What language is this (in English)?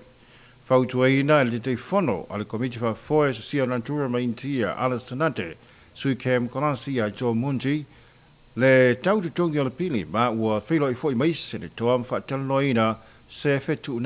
Samoan